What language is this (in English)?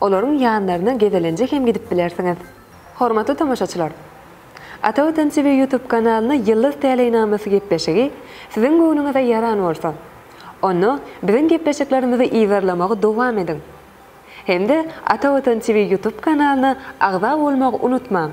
Turkmen